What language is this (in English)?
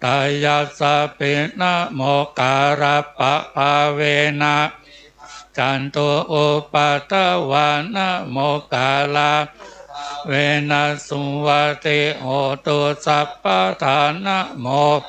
Pali